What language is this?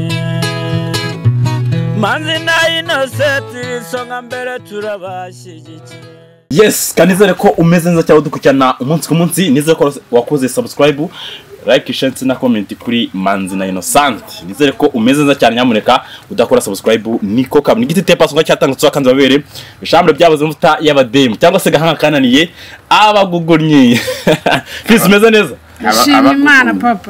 Kinyarwanda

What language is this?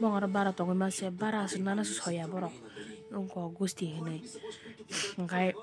Kok Borok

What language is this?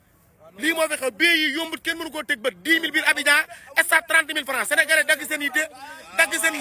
Wolof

